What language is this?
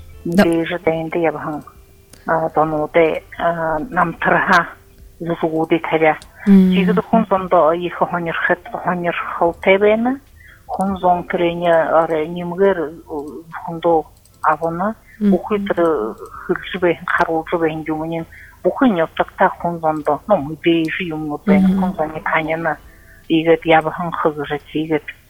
Buriat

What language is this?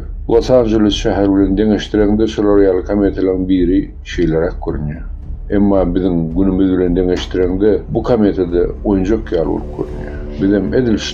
Turkmen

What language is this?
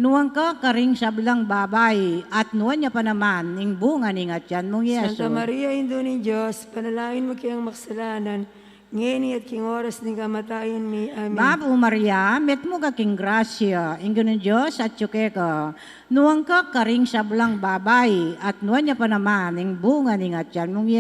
Pampanga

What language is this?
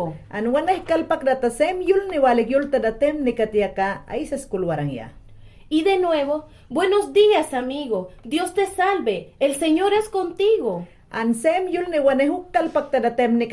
Mayangna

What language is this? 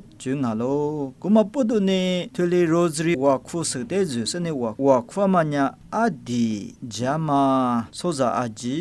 Lisu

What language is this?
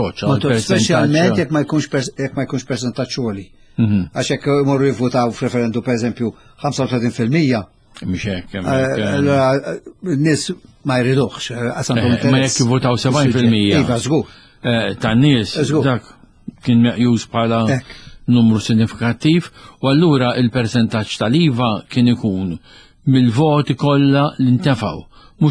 Maltese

